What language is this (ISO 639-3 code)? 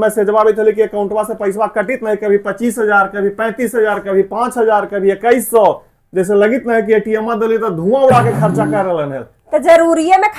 mag